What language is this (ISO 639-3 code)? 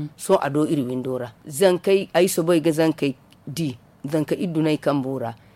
dje